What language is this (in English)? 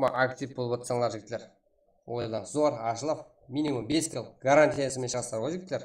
Kara-Kalpak